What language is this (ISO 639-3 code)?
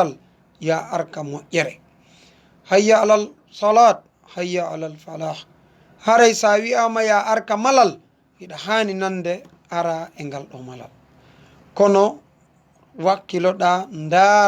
ful